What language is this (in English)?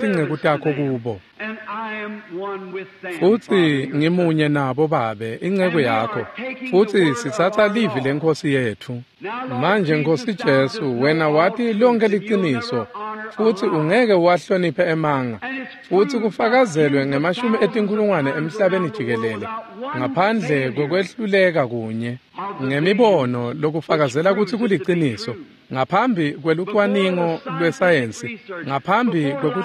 Swati